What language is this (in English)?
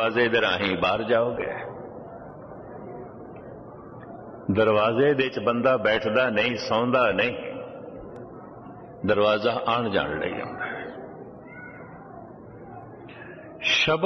Punjabi